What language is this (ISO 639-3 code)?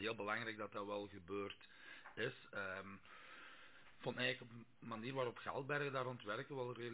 nld